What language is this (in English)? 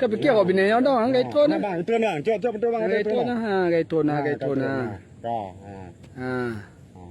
Achinese